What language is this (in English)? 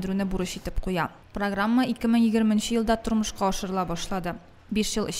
Tatar